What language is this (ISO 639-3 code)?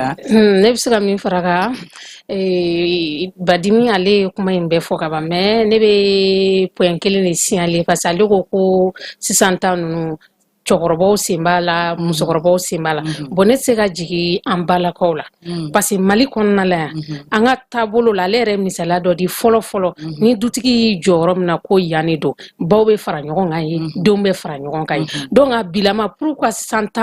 bam